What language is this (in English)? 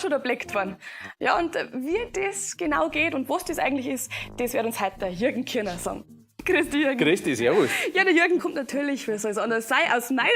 Bavarian